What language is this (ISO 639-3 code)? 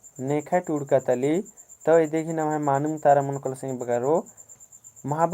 kru